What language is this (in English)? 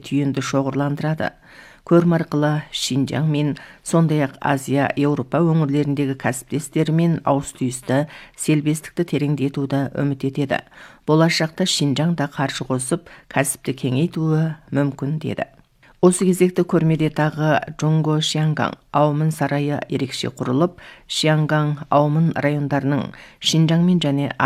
Kazakh